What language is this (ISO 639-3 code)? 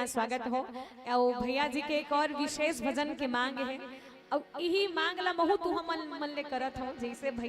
hne